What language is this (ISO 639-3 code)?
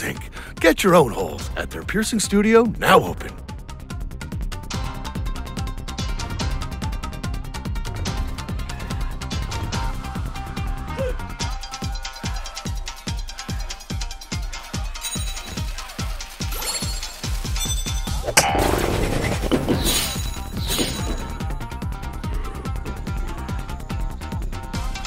eng